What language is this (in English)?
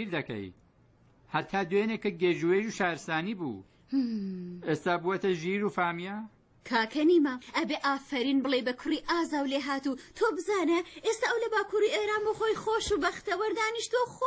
Central Kurdish